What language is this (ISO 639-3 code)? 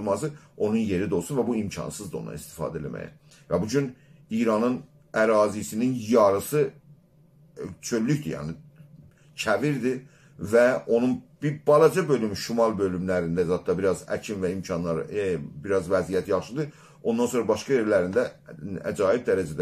azb